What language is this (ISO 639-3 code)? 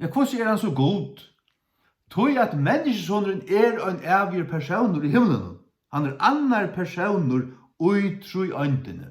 fao